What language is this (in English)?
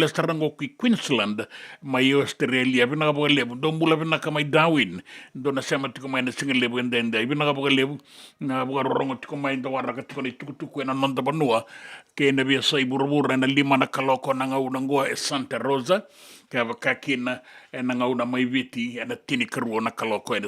Fijian